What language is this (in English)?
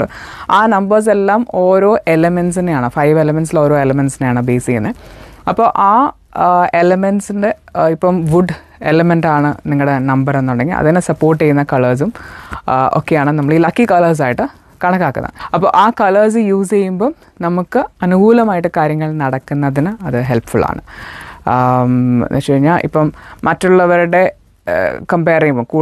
Malayalam